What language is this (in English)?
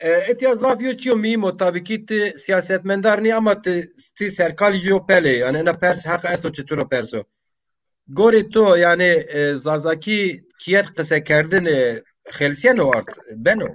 Zaza